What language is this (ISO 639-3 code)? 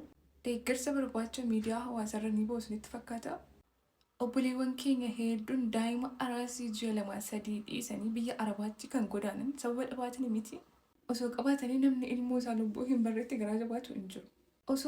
orm